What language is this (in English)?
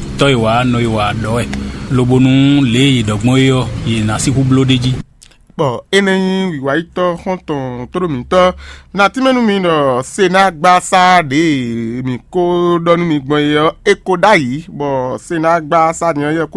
Fon